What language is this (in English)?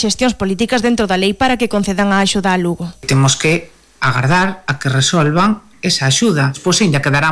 Galician